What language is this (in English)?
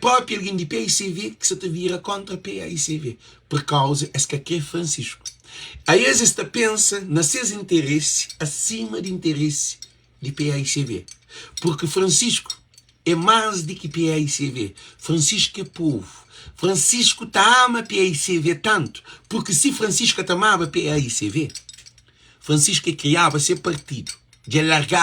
Kabuverdianu